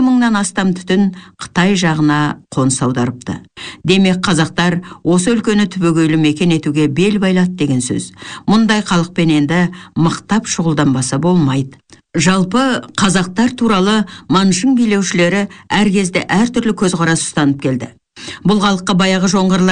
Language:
Kazakh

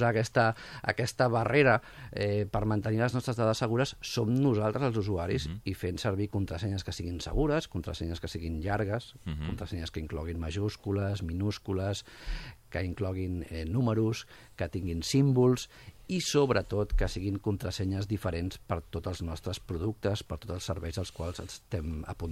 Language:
Catalan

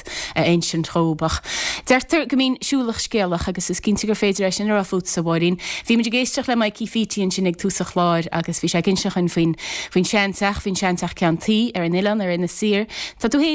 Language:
Irish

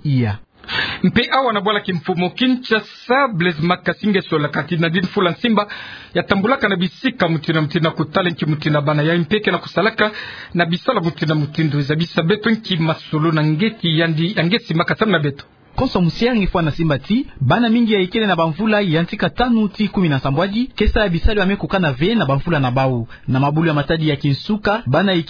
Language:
Kituba (Democratic Republic of Congo)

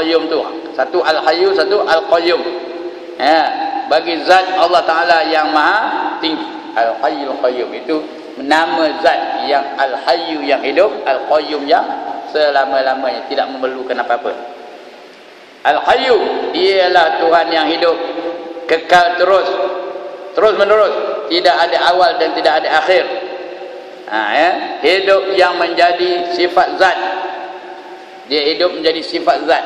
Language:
Malay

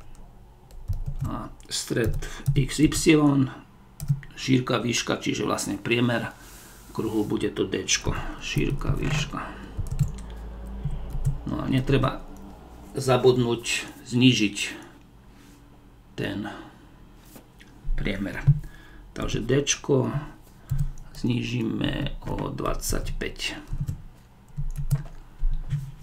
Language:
Slovak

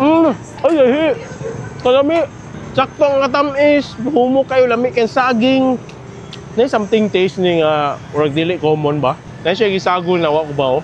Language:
Cebuano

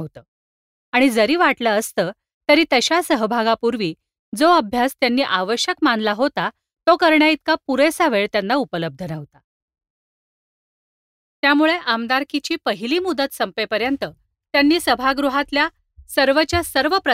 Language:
Marathi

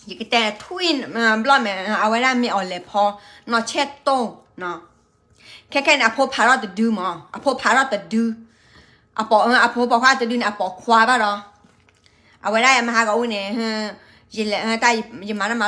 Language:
S'gaw Karen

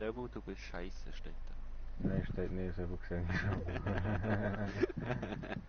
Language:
Swiss German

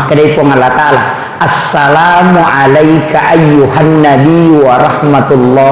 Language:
Buginese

